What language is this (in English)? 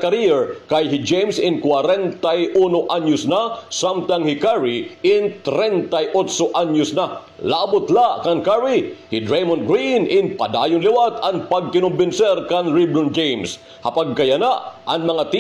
Waray